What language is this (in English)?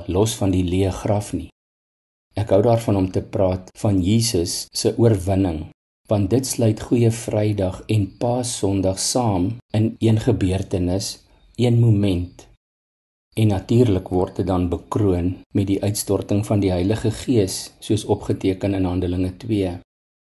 Afrikaans